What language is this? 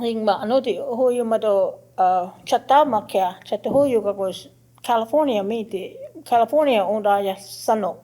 Choctaw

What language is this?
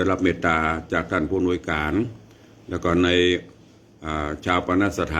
Northern Thai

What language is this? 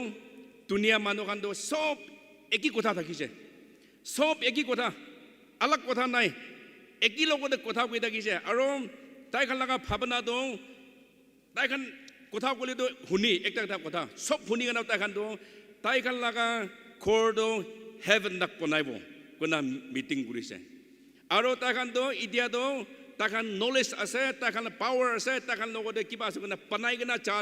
Naga Pidgin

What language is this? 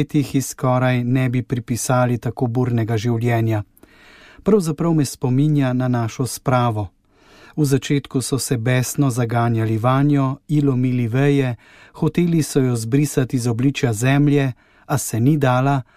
Slovenian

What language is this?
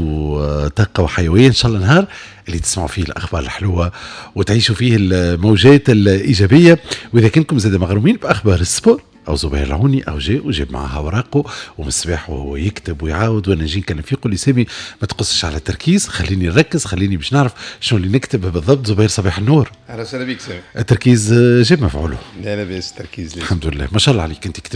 Tunisian Arabic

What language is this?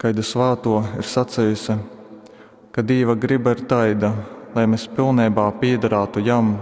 Latgalian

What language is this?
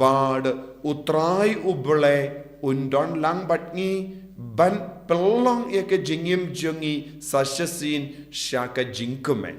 Khasi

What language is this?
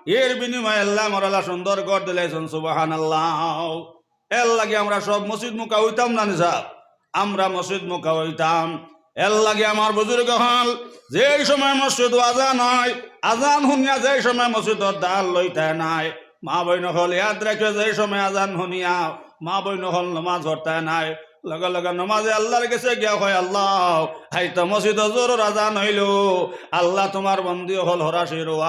Sylheti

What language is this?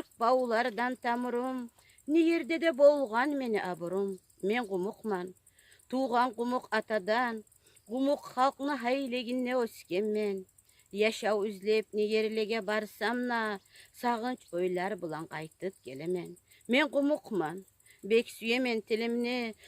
Kumyk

